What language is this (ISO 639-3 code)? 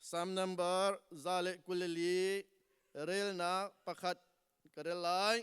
cnh